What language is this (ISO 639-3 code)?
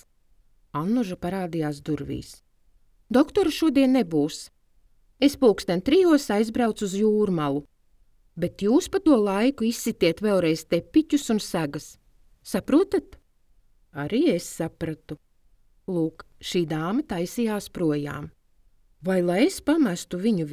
lav